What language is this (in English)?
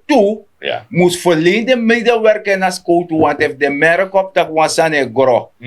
Sranan Tongo